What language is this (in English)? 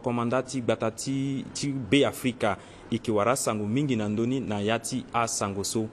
Sango